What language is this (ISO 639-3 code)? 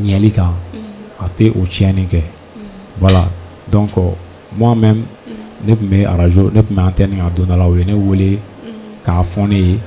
bam